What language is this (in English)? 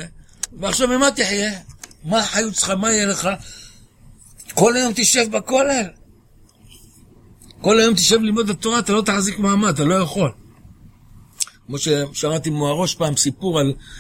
Hebrew